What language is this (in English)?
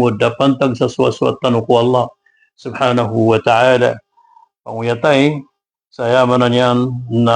Maranao